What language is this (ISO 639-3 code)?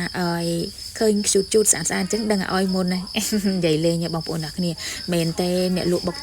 khm